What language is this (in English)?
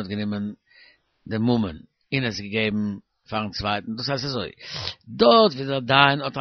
Yiddish